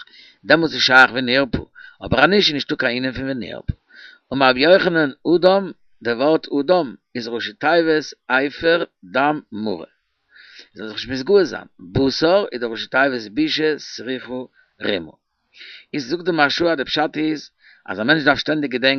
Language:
Yiddish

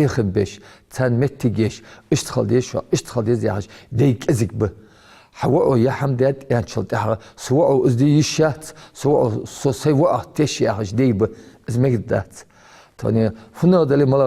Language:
Ingush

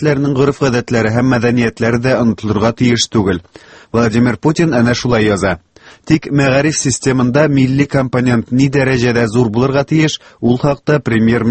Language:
Tatar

